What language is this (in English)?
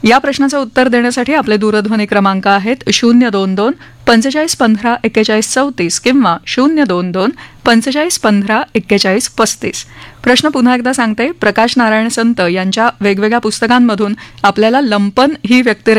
Marathi